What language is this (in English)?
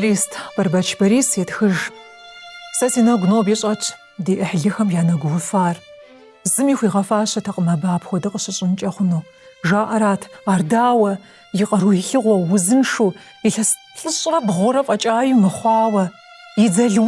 Kabardian